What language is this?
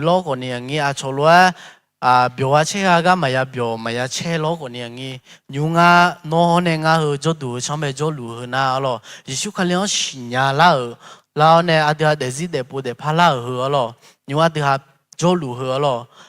Akha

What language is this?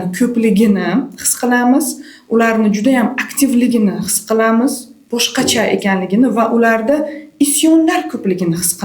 Uzbek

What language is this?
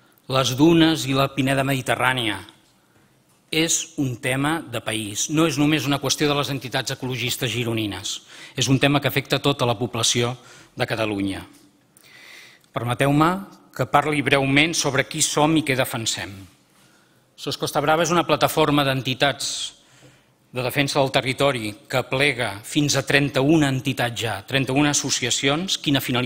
Catalan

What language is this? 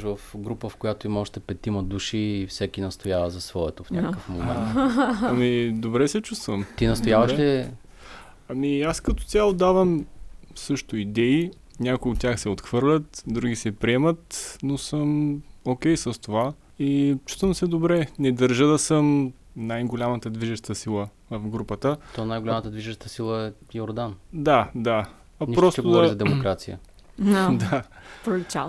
Bulgarian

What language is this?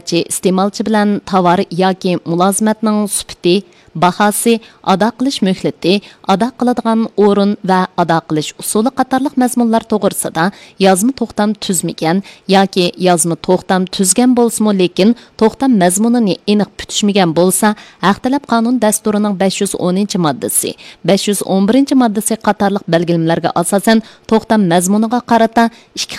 Uyghur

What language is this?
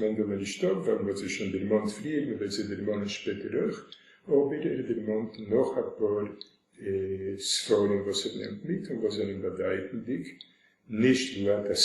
Yiddish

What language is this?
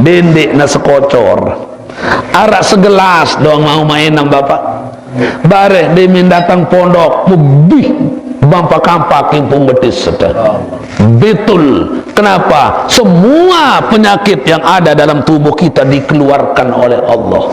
Sasak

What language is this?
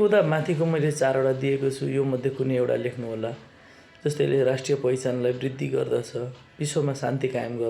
Nepali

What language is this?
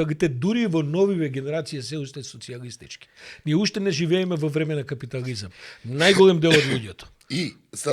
Macedonian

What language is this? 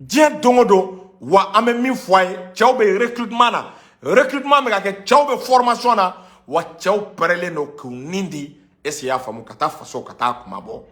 Bambara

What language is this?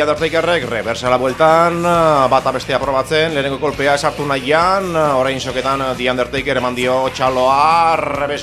Basque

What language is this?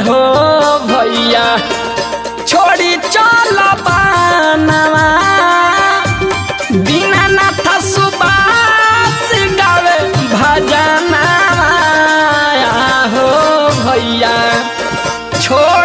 Bhojpuri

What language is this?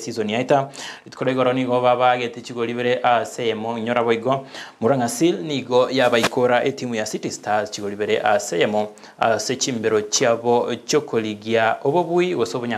Gusii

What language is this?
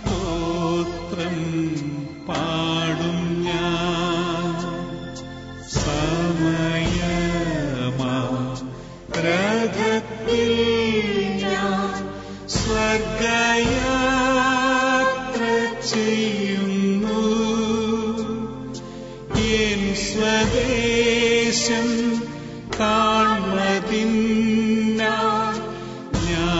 Malayalam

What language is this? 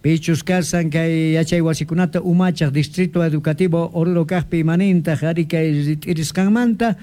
Quechua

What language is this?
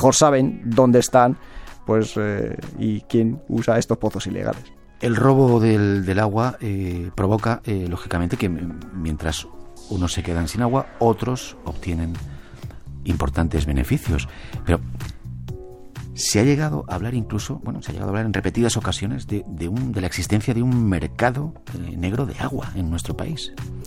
Spanish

